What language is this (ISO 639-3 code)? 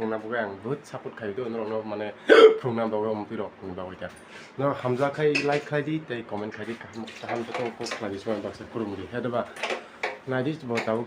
trp